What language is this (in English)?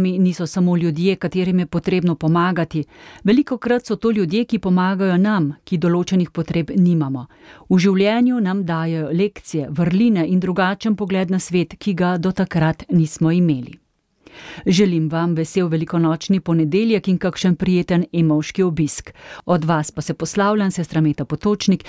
Slovenian